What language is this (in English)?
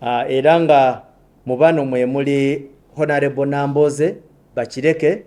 Ganda